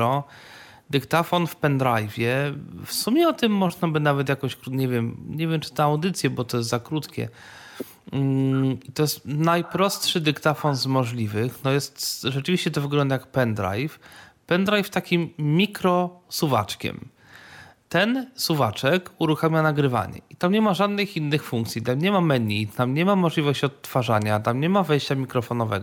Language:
Polish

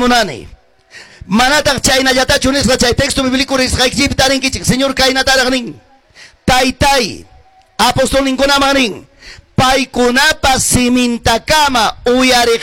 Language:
Quechua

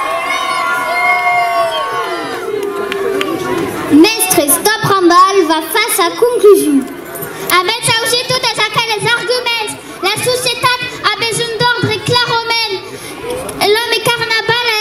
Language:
Occitan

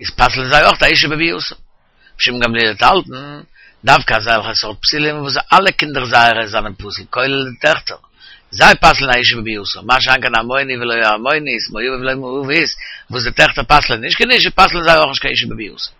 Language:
Yiddish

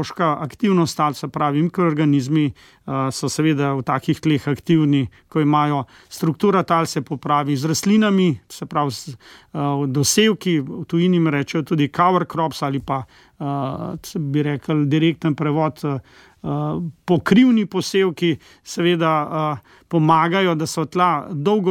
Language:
Slovenian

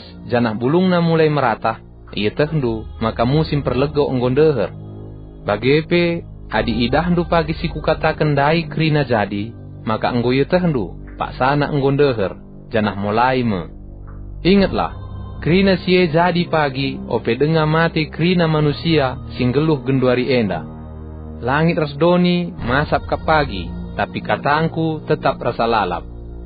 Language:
Batak Karo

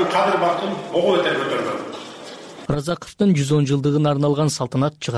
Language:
Kyrgyz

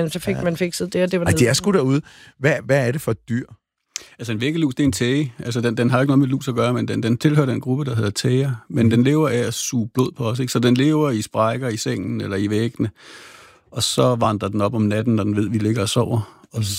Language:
Danish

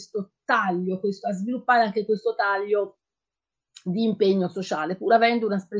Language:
Italian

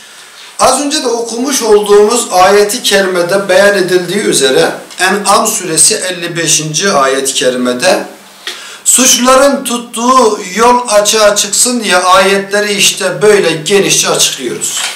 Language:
Turkish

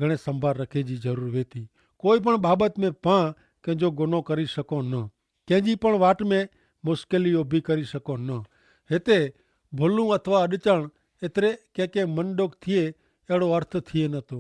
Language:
Kachhi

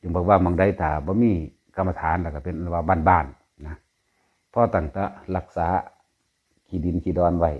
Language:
Northeastern Thai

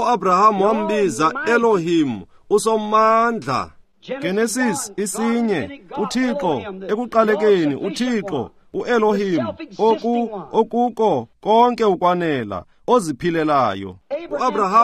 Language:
Xhosa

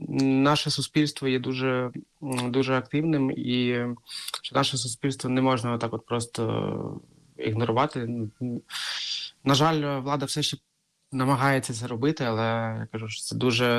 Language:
Ukrainian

